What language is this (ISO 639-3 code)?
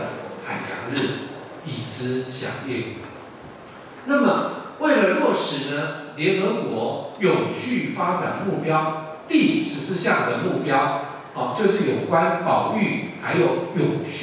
zho